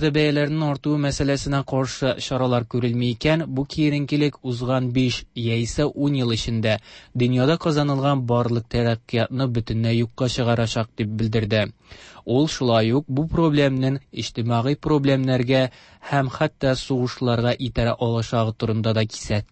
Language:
Tatar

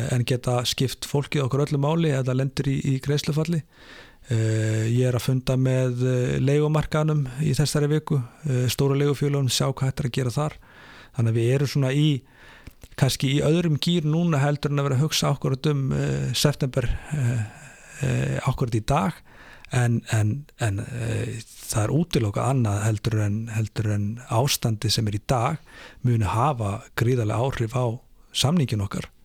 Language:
Icelandic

